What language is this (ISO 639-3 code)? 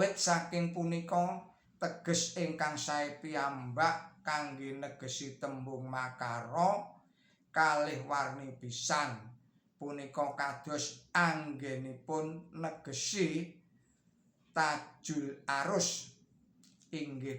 jav